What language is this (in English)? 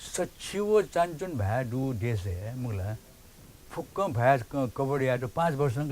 Newari